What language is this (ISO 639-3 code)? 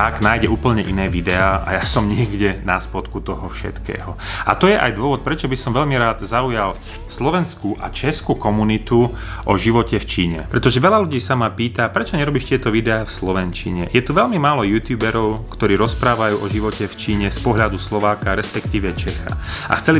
slk